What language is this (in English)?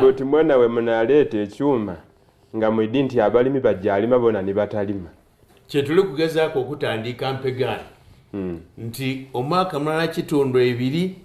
Soga